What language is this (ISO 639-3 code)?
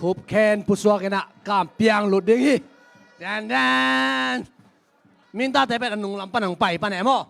ctd